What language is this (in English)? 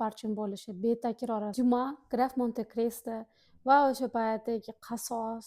Uzbek